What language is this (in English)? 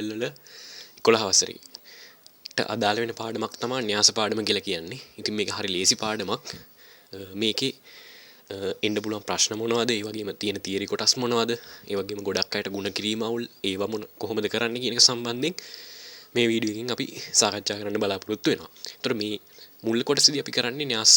Sinhala